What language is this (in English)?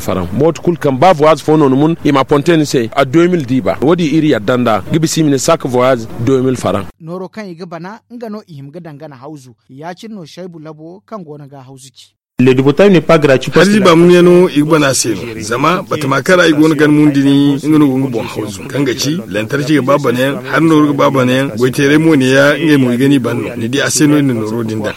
Zarma